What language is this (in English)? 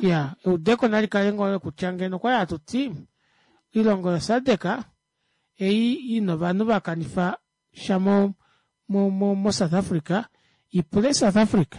Kuanyama